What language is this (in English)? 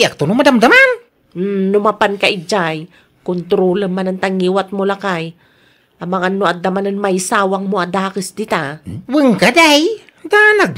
Iloko